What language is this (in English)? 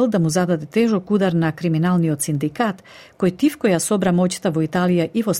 Macedonian